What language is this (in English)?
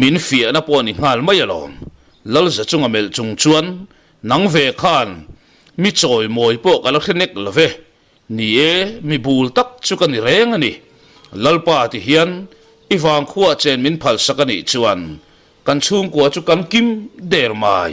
Mizo